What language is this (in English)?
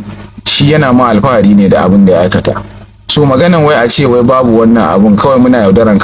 Hausa